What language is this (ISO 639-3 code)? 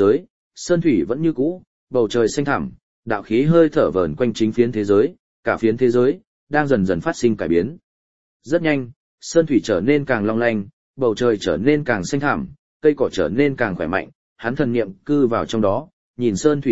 vie